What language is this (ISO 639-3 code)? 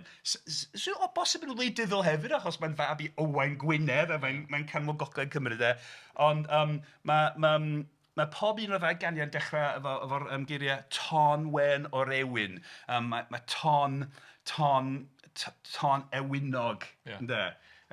cym